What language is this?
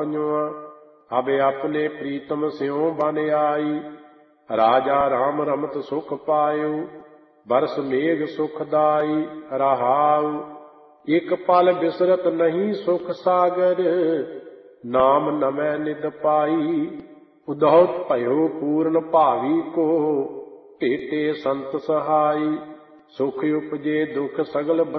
Punjabi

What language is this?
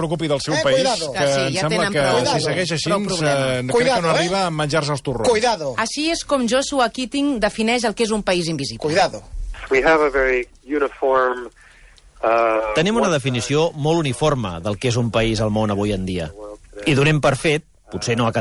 Catalan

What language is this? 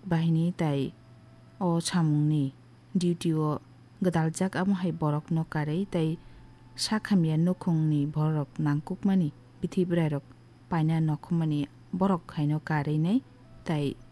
Kok Borok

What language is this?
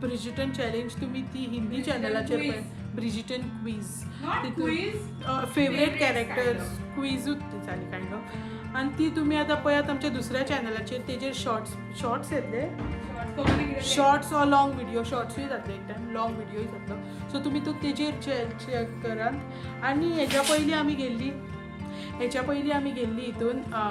Konkani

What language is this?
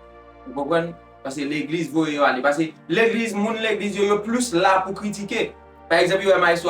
Haitian Creole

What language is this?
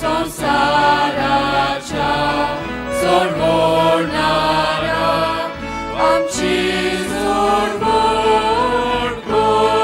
Konkani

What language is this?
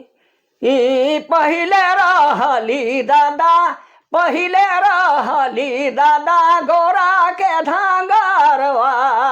Sadri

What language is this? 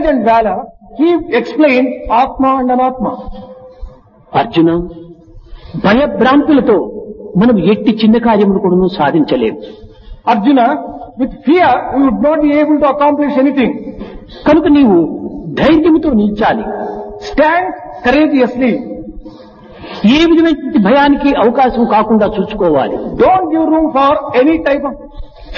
Telugu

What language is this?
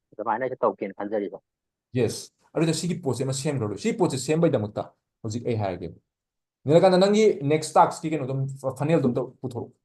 Manipuri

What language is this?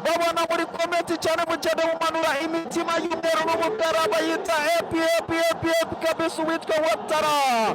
Kinyarwanda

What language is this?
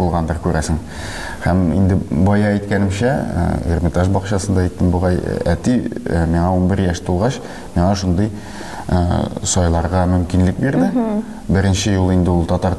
Tatar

